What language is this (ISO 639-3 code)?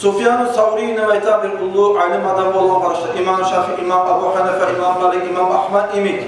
kum